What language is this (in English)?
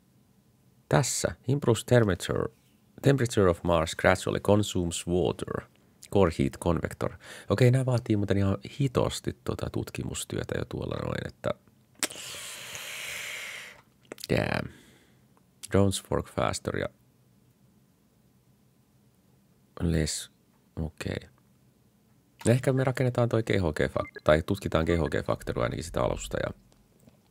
Finnish